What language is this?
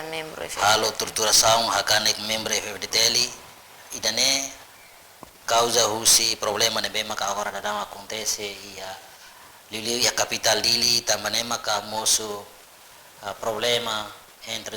Tetum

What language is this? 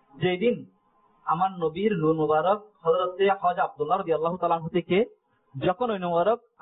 Bangla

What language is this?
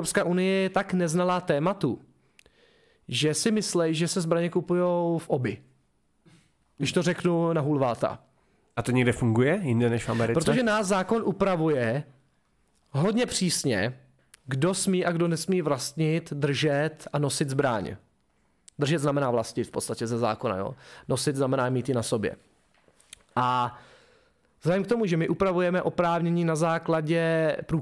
Czech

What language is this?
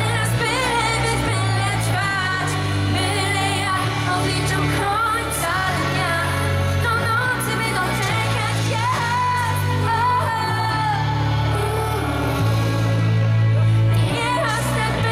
Polish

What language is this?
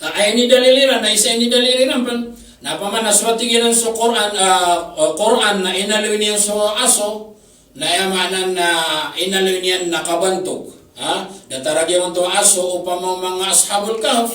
Maranao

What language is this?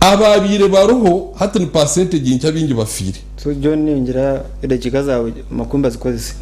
Nyankole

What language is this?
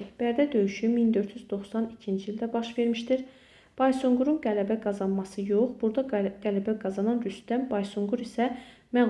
Azerbaijani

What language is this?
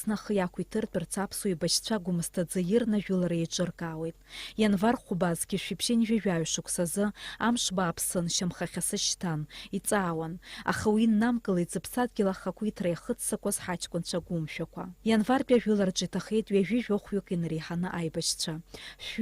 Abkhazian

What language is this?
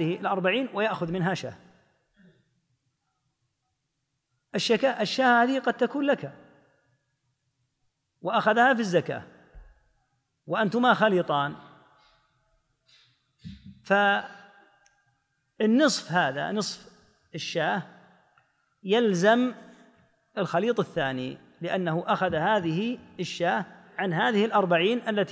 Arabic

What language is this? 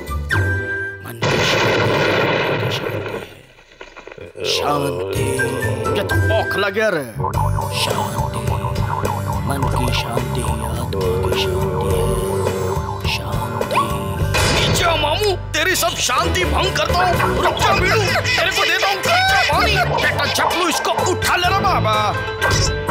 Hindi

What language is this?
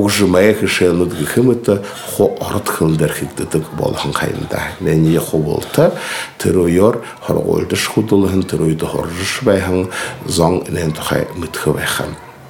Buriat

